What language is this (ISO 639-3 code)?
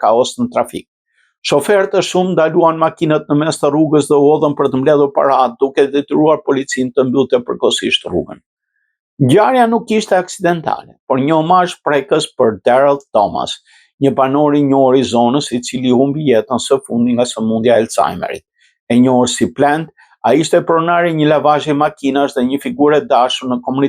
sqi